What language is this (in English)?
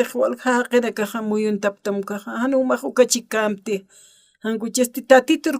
Aymara